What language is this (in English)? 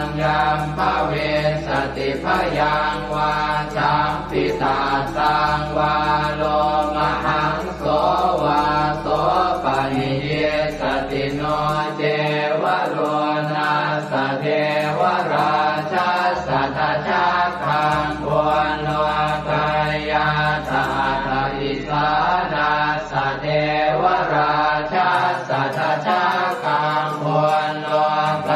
Pali